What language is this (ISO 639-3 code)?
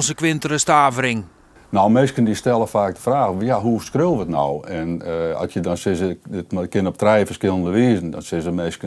fry